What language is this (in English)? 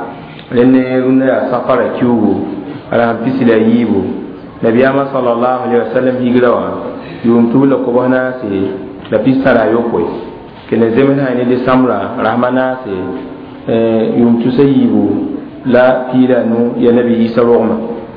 Mossi